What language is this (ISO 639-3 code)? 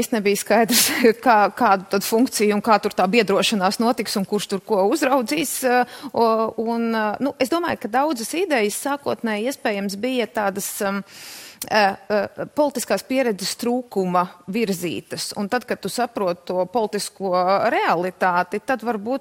lav